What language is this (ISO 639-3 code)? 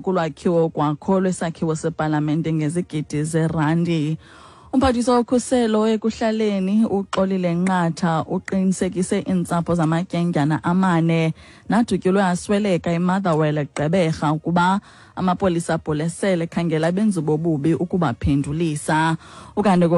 xho